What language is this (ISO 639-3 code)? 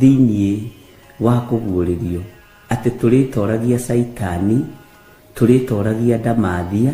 kik